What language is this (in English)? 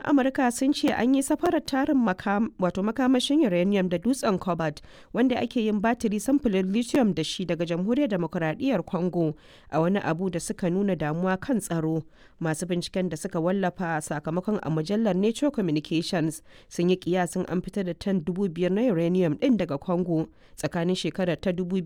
Hausa